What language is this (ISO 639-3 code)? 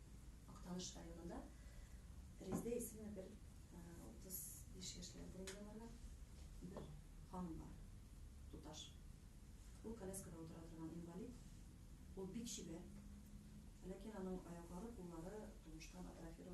tat